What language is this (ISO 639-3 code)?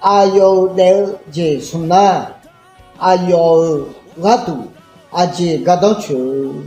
ahk